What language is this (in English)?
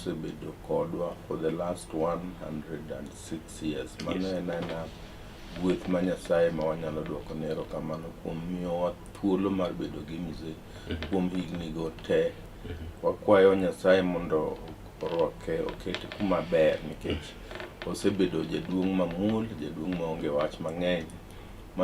Luo (Kenya and Tanzania)